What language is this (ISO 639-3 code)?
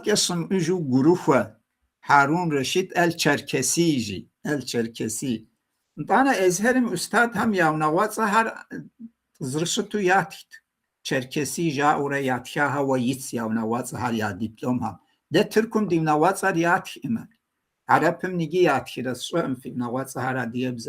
kbd